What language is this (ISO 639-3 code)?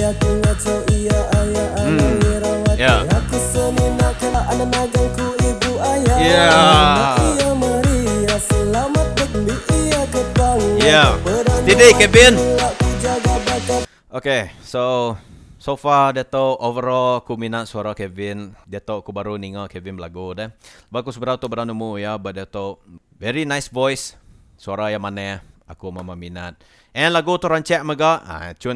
iba